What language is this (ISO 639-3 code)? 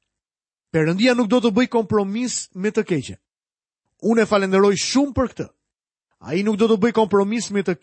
sqi